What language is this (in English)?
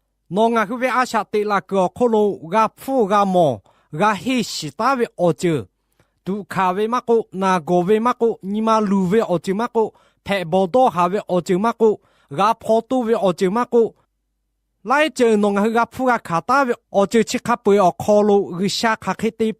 Lahu